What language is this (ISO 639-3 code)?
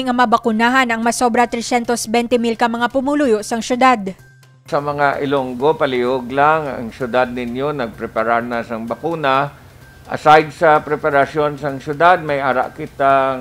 hil